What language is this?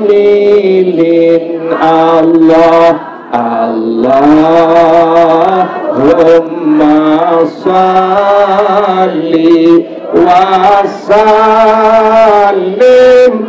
Sasak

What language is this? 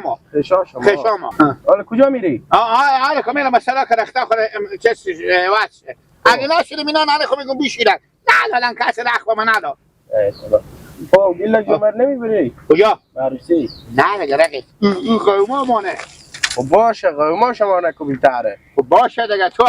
Hazaragi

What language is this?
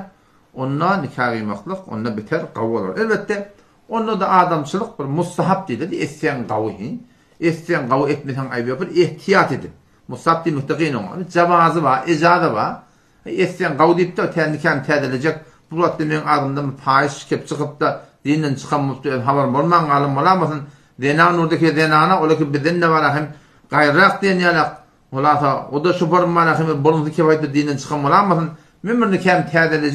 Turkmen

